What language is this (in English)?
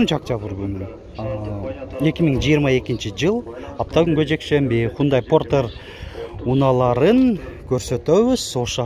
Kyrgyz